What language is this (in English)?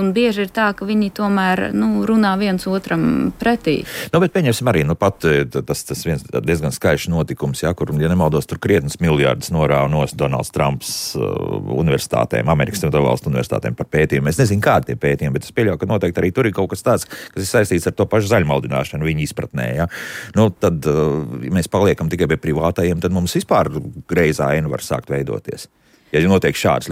Latvian